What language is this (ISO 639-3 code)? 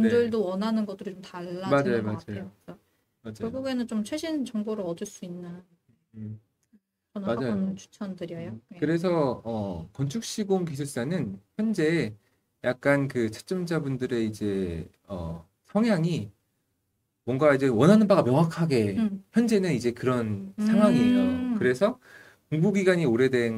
kor